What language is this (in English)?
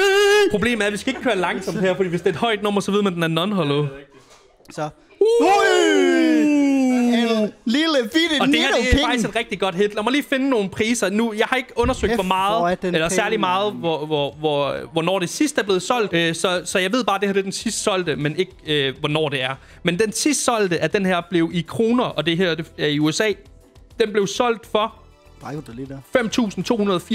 Danish